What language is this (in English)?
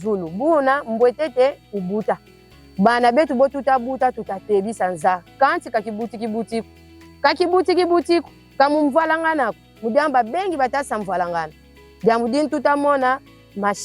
Kongo